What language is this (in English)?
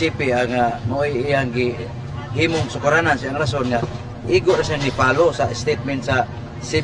Cebuano